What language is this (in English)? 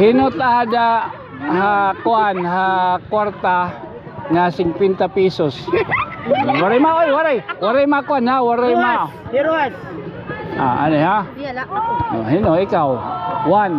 Waray